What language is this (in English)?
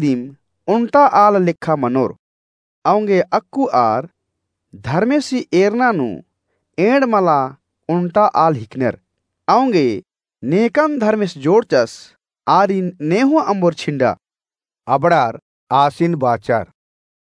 Kurukh